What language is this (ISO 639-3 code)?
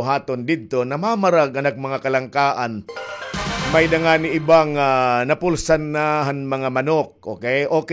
war